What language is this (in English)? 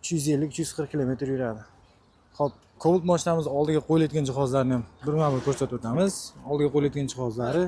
Uzbek